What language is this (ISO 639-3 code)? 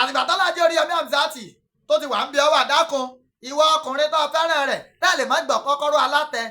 yor